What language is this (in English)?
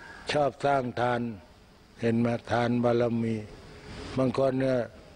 Thai